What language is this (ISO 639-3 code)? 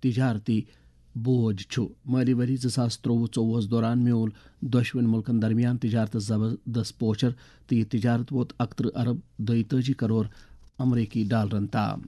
kas